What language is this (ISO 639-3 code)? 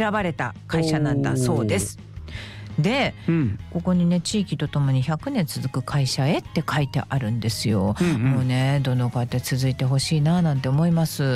jpn